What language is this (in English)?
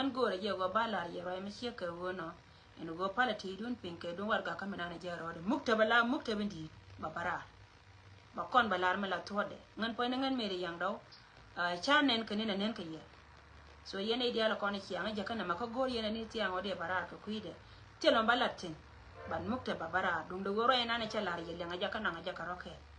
Nuer